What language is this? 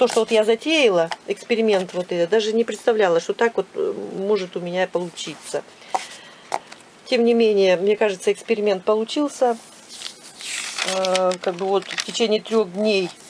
Russian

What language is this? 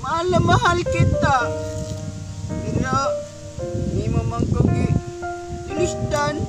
Cebuano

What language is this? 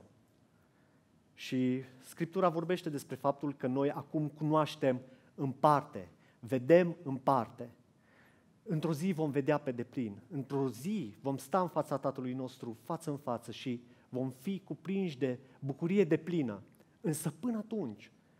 Romanian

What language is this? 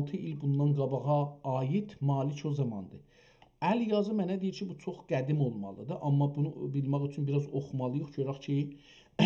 South Azerbaijani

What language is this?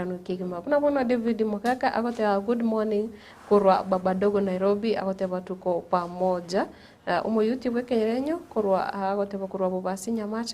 Gusii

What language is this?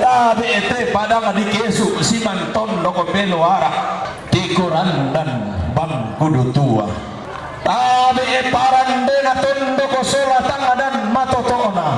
Toraja-Sa'dan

